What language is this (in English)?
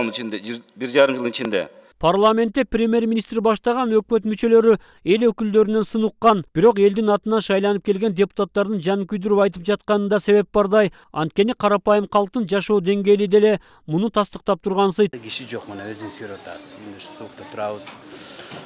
Kyrgyz